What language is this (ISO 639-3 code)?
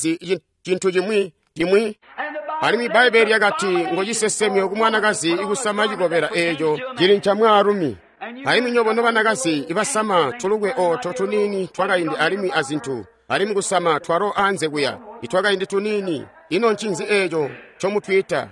toi